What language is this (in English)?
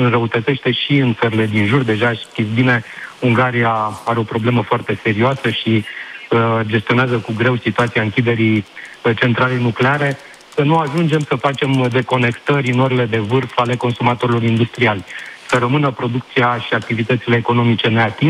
Romanian